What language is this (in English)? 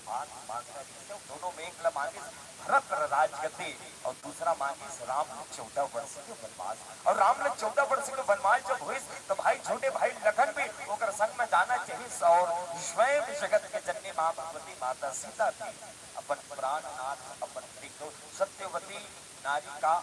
Chhattisgarhi